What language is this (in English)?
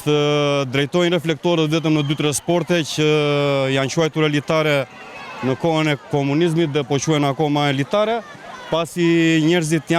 Albanian